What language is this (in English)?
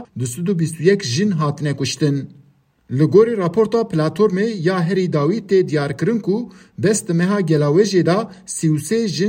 Kurdish